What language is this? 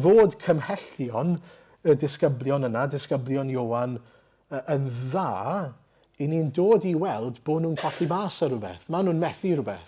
Welsh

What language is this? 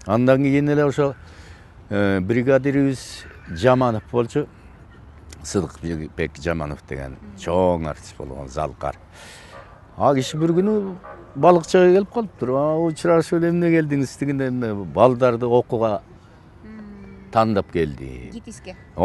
Kyrgyz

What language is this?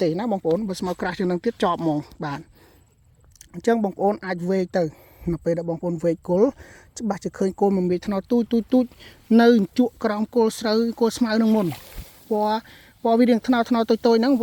Khmer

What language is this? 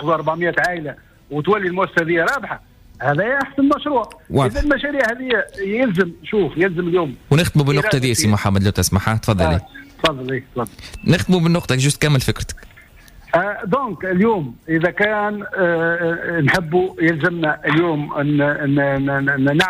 Tunisian Arabic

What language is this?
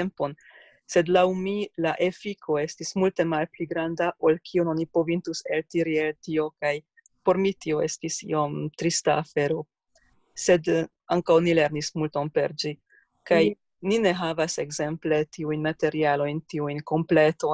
Esperanto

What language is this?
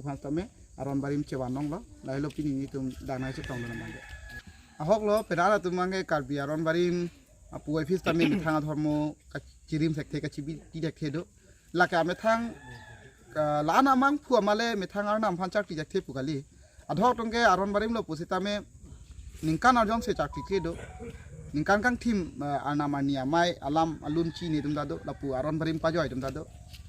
Karbi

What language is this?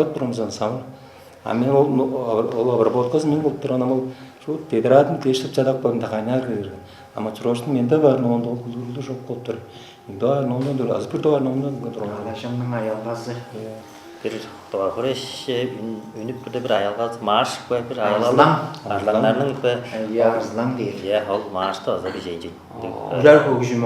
Tuvinian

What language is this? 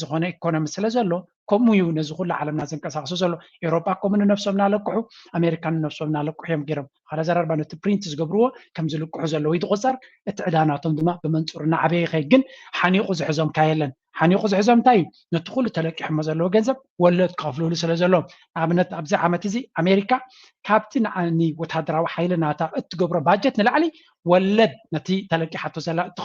Tigrinya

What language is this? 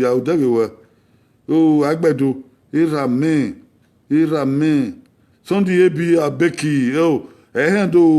Bini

